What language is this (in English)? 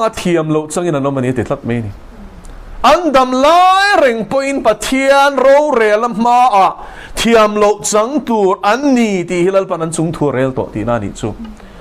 Mizo